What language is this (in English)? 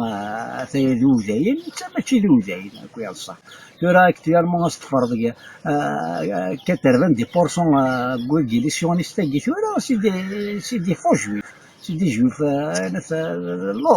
Kabyle